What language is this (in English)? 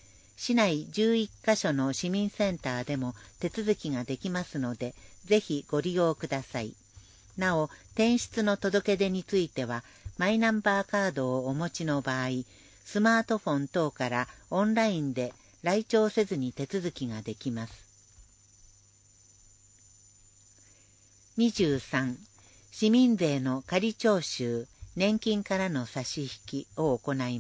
Japanese